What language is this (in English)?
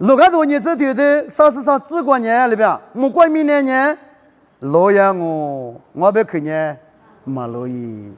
Lisu